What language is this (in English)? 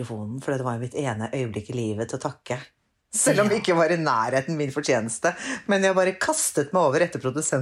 Norwegian